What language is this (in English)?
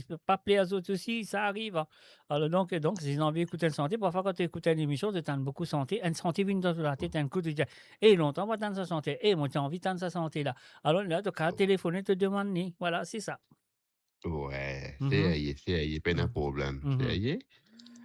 Morisyen